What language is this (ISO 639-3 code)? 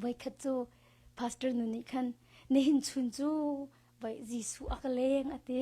cnh